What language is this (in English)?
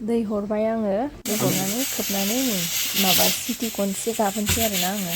Bodo